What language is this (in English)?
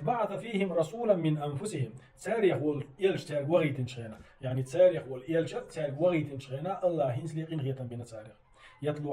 Chechen